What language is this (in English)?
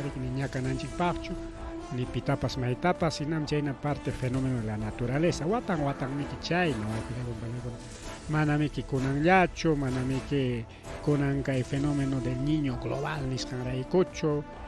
Ayacucho Quechua